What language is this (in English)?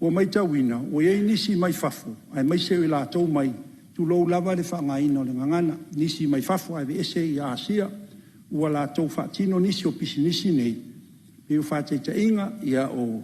Samoan